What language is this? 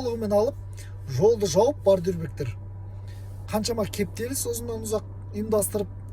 Kazakh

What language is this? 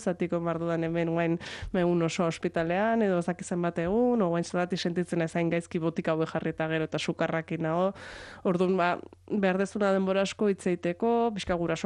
Basque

